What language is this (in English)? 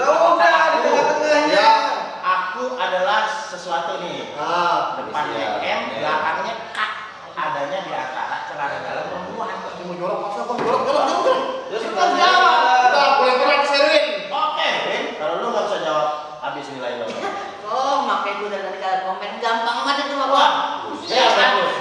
Betawi